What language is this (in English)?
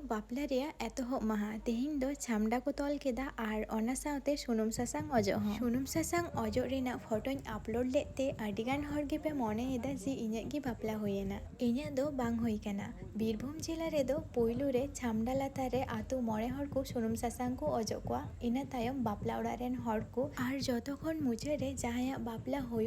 Santali